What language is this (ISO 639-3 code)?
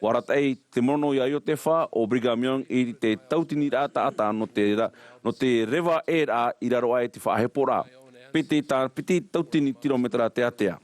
tah